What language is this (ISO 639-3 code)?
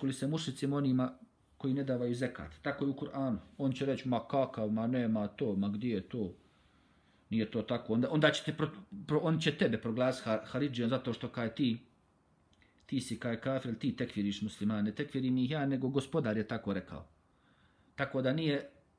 bos